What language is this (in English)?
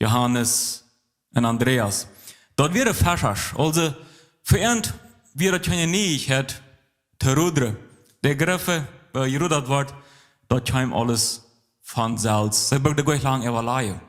Plautdietsch